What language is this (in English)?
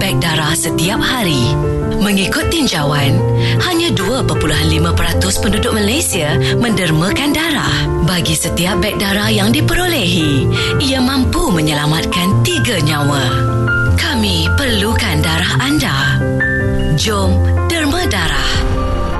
Malay